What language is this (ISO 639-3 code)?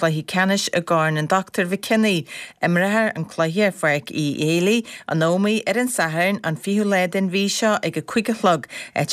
gle